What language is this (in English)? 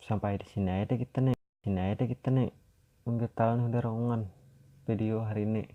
Banjar